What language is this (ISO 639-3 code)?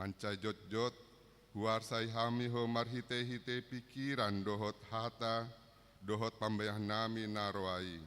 bbc